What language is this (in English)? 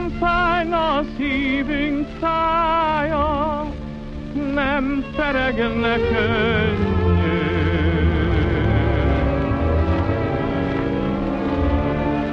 Hungarian